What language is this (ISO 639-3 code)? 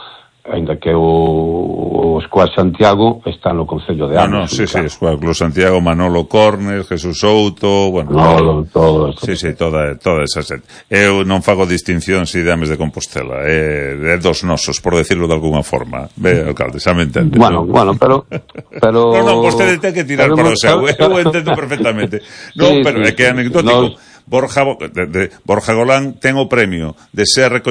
glg